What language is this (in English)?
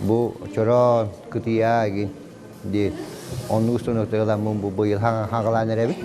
Yakut